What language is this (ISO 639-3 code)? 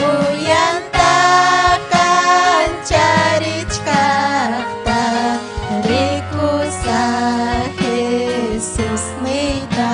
quy